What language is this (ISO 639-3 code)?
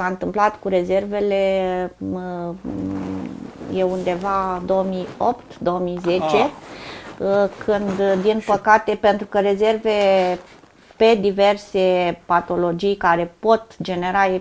ron